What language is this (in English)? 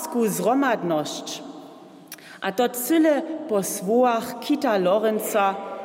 Upper Sorbian